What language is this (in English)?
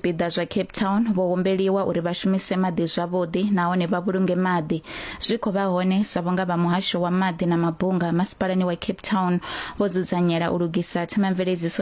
Venda